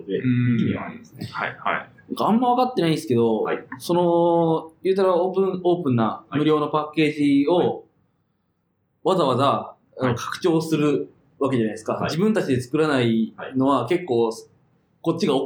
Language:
Japanese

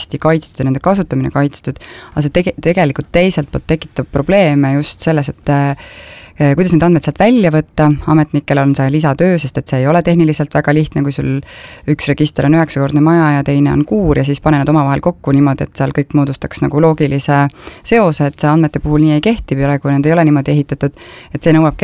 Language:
Estonian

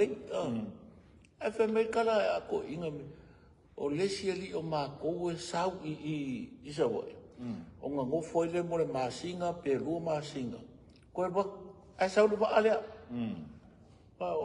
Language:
Samoan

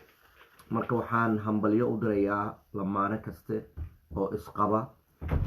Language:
Somali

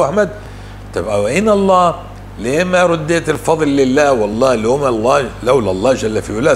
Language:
North Levantine Arabic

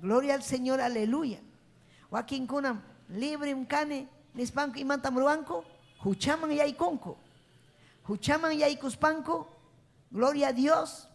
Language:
Ayacucho Quechua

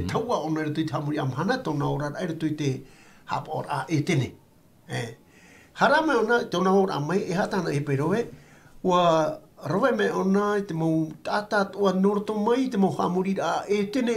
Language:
Tahitian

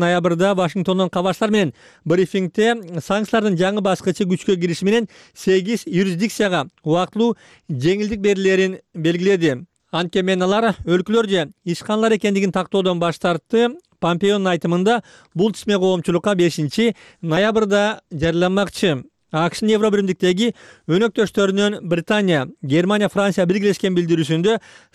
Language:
Kyrgyz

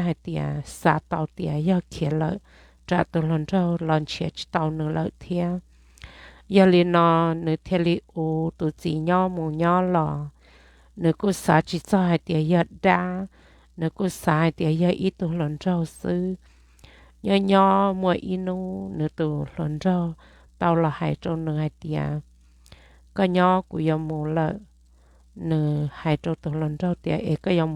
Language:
Hmong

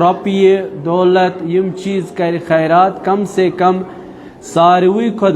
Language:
Kashmiri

